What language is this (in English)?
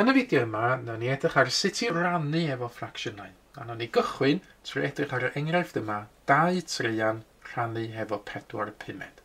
Welsh